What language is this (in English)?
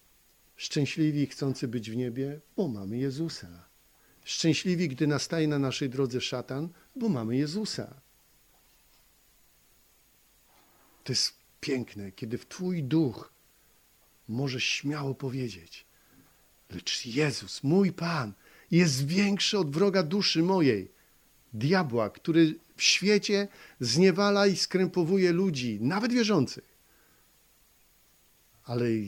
Polish